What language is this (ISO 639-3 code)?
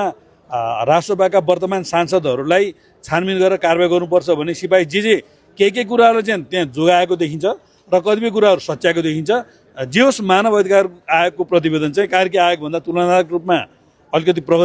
nep